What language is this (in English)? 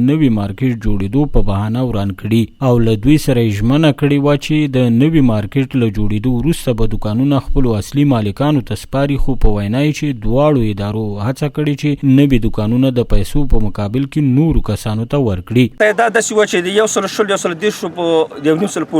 Pashto